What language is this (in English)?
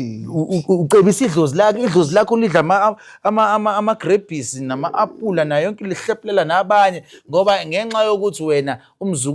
Zulu